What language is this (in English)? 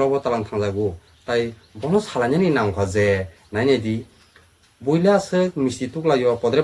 Kok Borok